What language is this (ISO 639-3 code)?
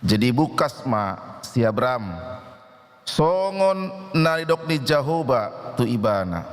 bbc